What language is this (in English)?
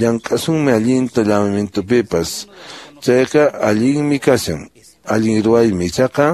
Quechua